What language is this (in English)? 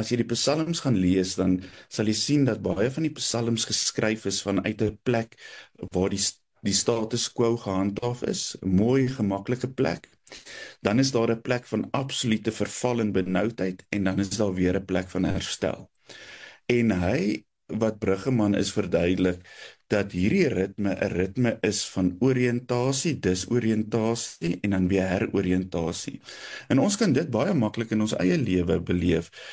Afrikaans